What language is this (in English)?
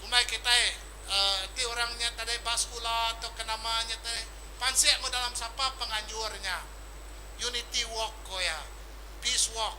Iban